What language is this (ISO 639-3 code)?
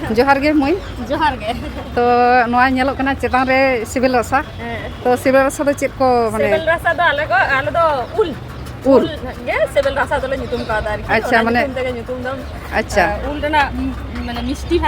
sat